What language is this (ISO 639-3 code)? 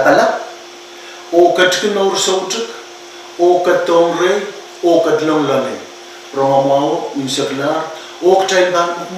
pon